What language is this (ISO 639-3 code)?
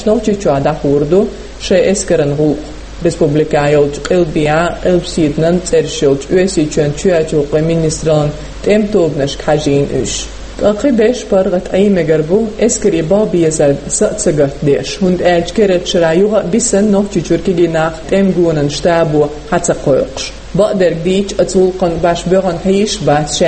che